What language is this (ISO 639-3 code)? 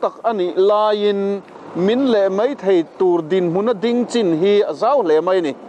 lus